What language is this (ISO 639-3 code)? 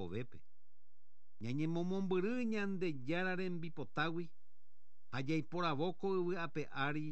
grn